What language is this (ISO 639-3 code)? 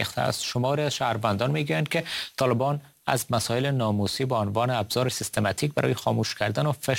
fas